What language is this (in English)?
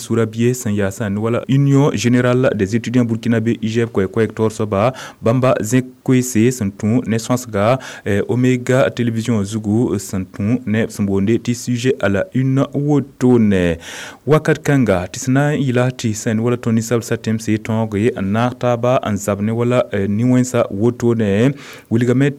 Mossi